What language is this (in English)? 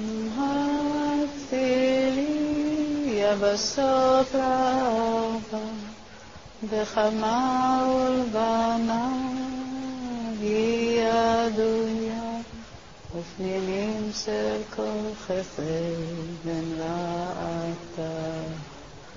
Hebrew